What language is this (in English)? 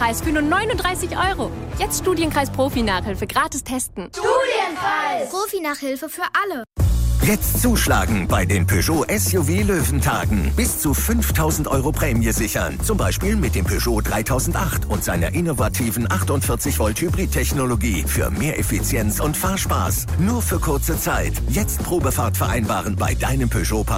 German